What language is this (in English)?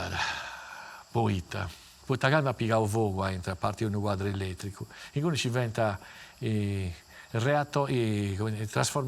Sardinian